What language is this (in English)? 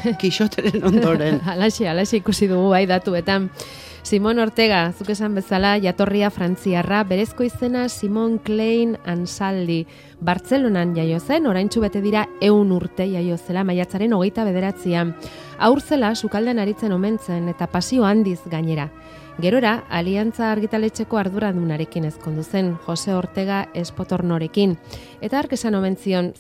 Basque